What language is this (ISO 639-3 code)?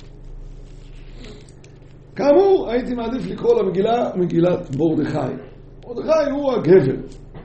heb